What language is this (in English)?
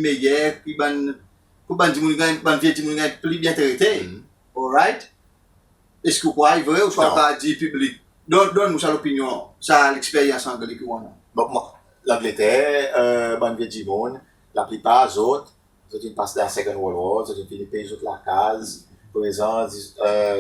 Seselwa Creole French